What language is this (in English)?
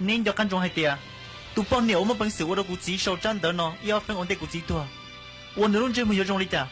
Hmong